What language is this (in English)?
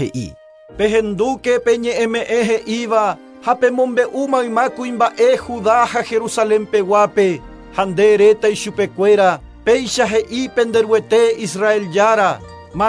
Guarani